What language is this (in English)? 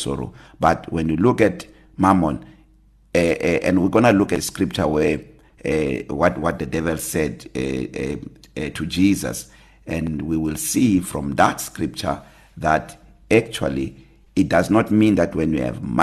English